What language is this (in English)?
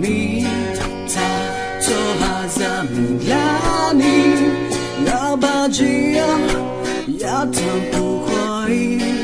Akha